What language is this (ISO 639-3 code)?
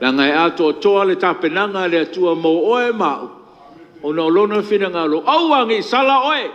smo